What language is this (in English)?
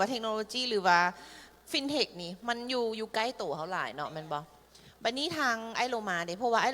Lao